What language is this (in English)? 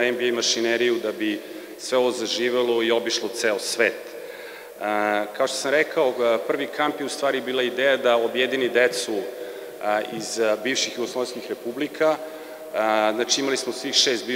Serbian